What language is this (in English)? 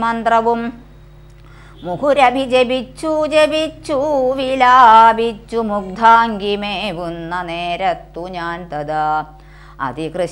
Malayalam